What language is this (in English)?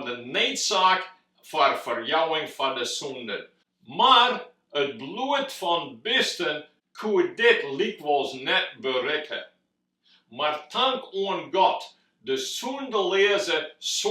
Western Frisian